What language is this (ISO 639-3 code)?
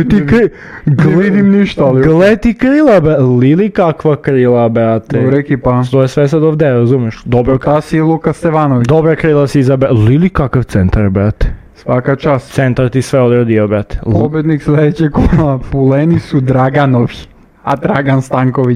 srp